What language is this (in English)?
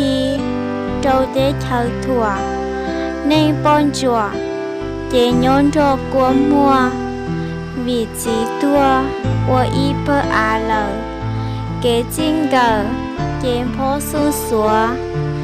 Hmong